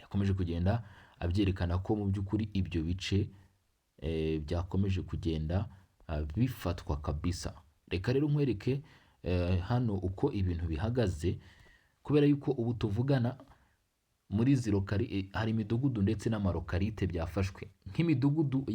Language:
Kinyarwanda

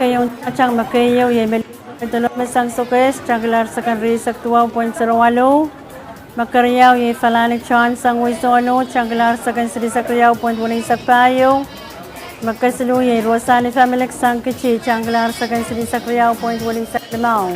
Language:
Pohnpeian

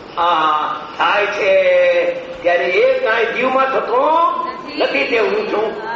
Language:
Gujarati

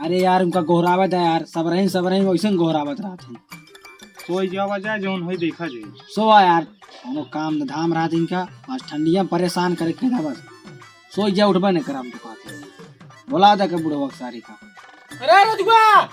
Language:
Awadhi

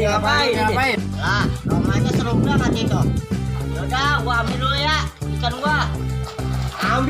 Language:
Betawi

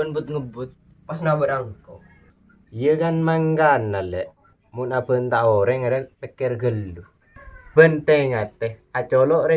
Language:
Madurese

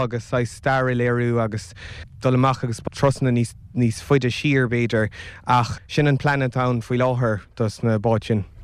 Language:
Irish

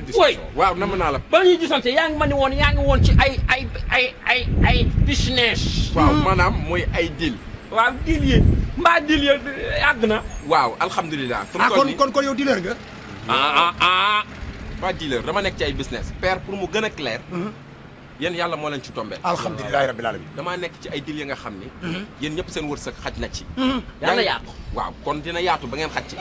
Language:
Wolof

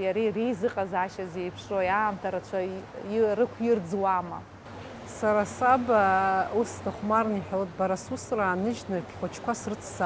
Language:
Abkhazian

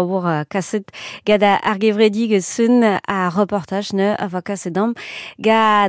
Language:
Breton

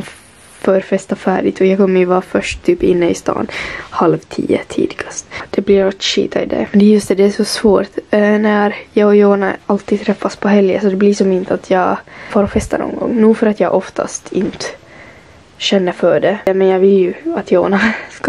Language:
Swedish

